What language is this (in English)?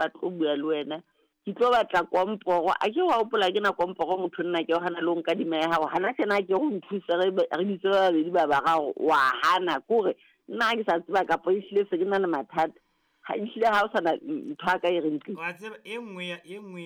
Southern Sotho